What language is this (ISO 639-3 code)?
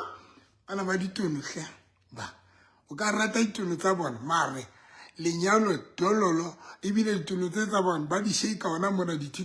sot